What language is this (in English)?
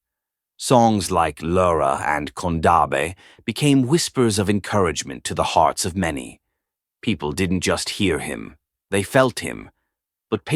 English